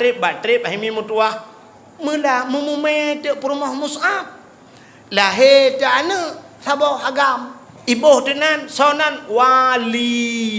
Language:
Achinese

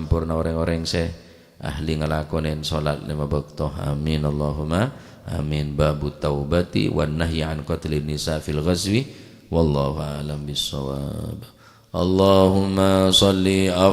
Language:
Madurese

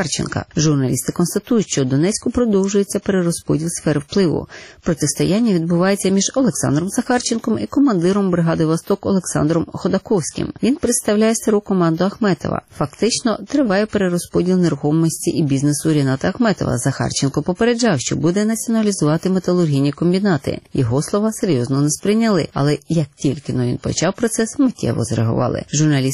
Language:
Ukrainian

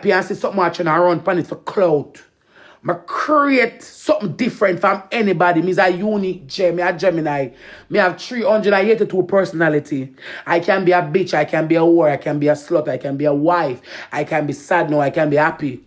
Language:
Jamaican Creole English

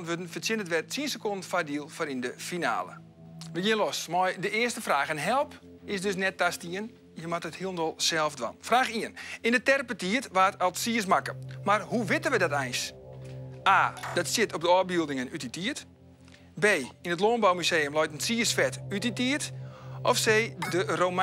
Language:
Western Frisian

